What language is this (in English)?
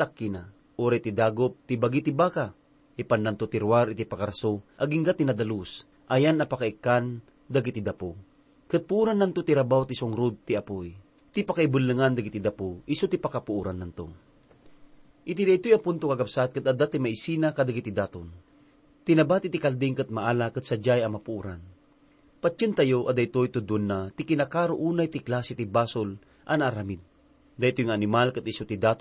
Iloko